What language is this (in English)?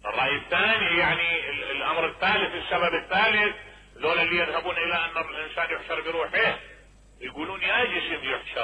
Mesopotamian Arabic